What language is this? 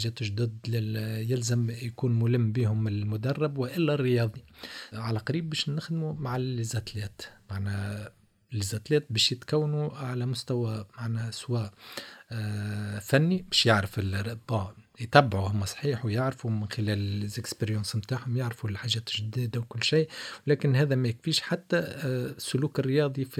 Tunisian Arabic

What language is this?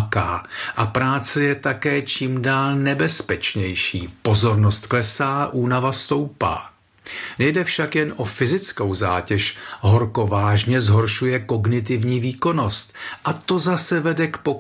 Czech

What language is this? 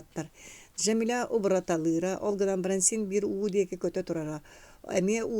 Yakut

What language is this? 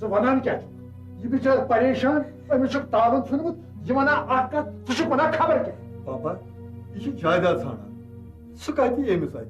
Kashmiri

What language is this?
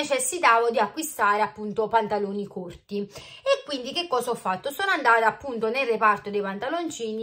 Italian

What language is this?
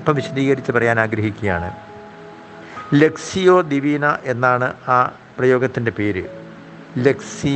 Malayalam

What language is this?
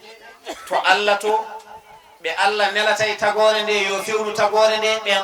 Fula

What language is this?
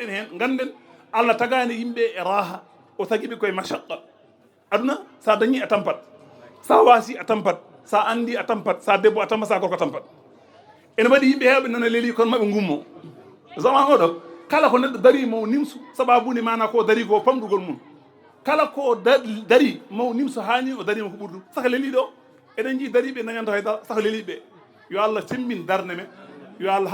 Fula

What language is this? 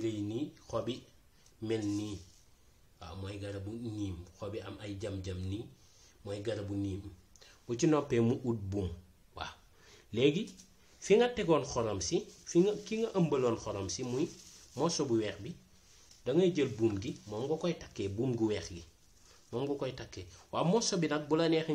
Wolof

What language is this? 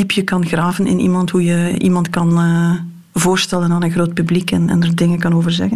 Dutch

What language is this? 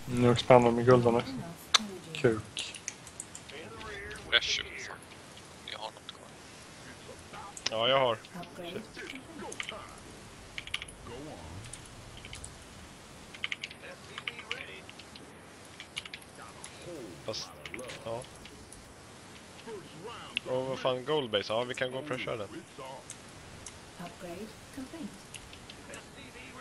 Swedish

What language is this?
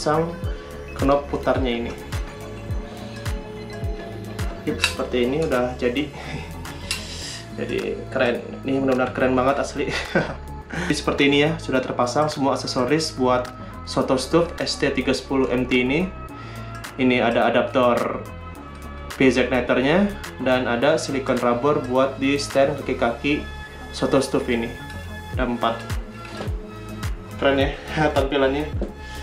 Indonesian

